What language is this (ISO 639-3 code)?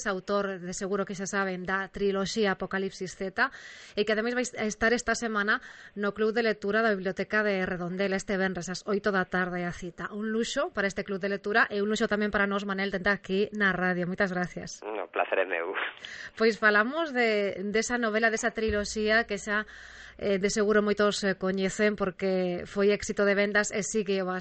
glg